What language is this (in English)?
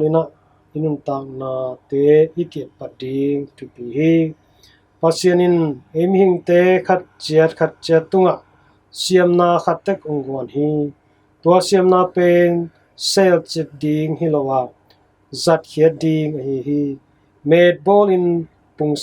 Tedim Chin